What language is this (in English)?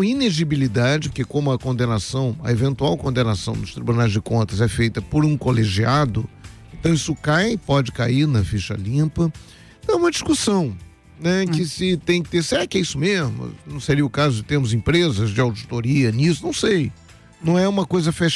Portuguese